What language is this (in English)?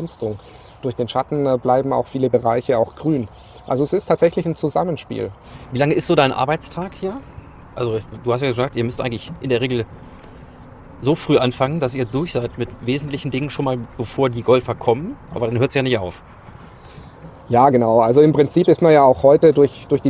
German